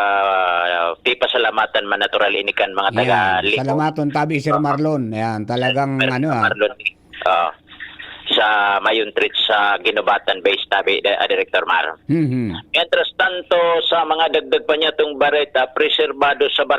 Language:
Bikol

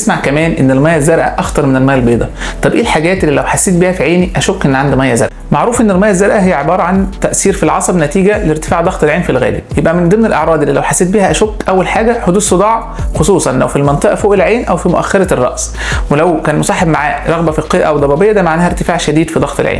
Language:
Egyptian Arabic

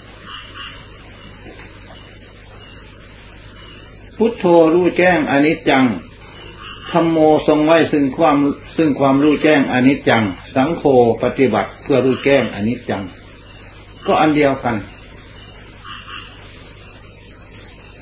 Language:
Thai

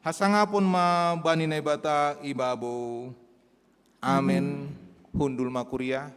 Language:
Batak Simalungun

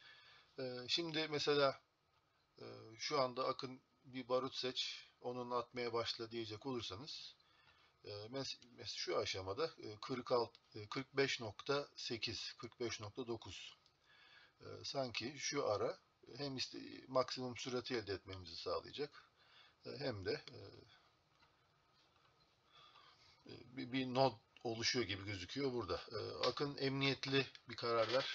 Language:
Turkish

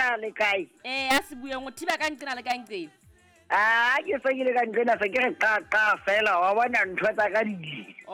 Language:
Southern Sotho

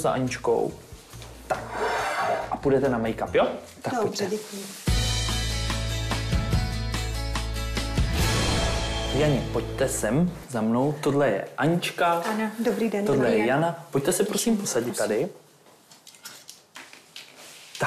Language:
Czech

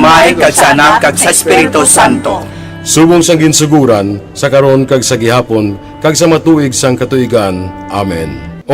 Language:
Hiligaynon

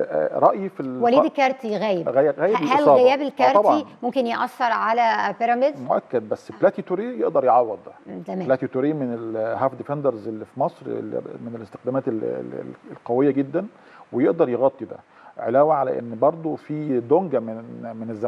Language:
Egyptian Arabic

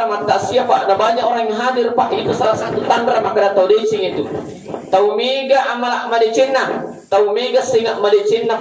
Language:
Buginese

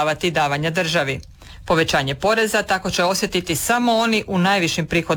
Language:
Croatian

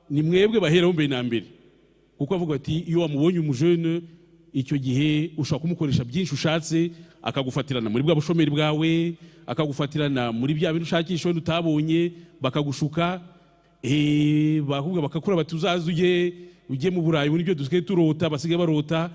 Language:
Kinyarwanda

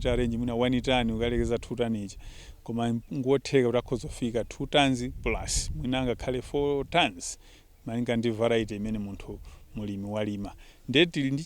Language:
Nyanja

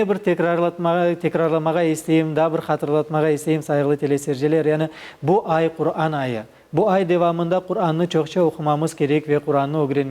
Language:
Crimean Tatar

